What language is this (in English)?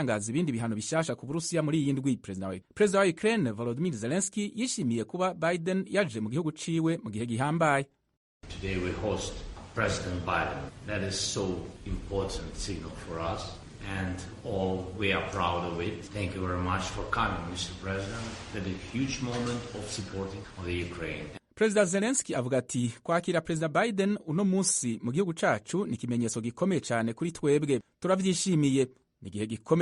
Rundi